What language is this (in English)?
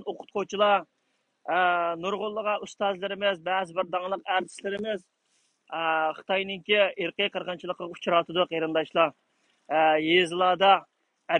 Uyghur